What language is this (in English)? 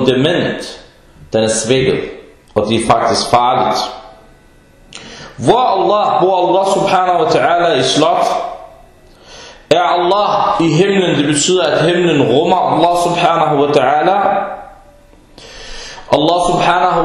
Danish